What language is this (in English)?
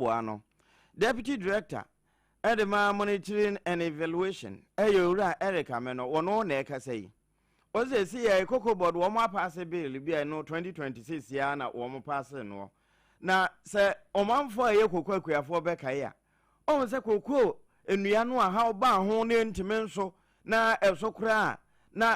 Akan